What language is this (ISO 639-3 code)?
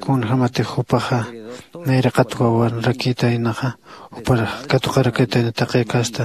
aym